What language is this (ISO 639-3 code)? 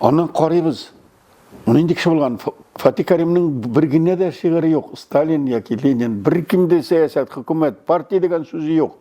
tat